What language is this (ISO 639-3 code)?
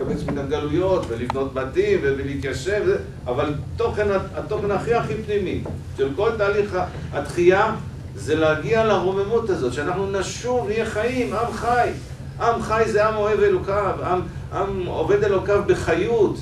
heb